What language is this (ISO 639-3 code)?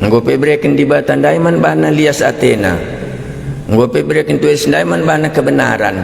btx